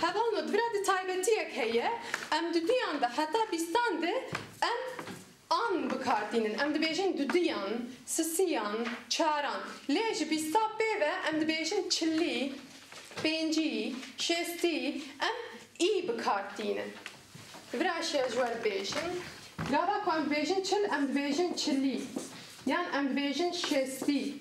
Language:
Kurdish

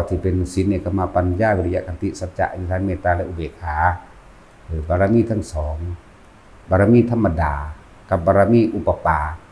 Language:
Northeastern Thai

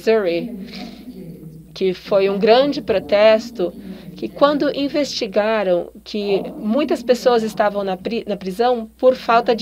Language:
Portuguese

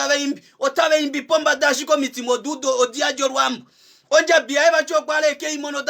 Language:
Kuanyama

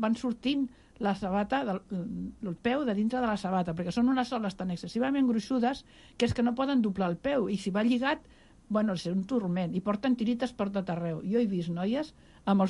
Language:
Catalan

